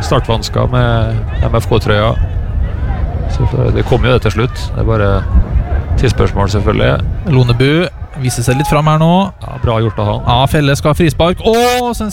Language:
Norwegian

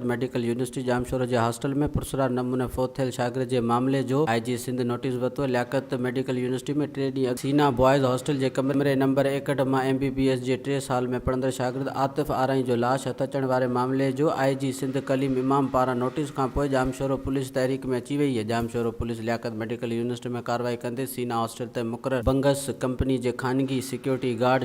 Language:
Sindhi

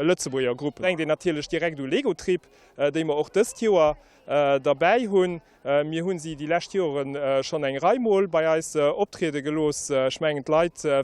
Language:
Luxembourgish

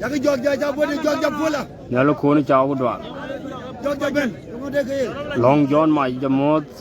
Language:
Dinka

